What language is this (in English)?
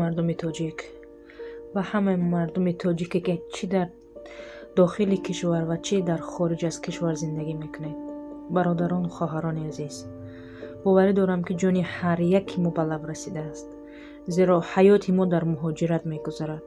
Tajik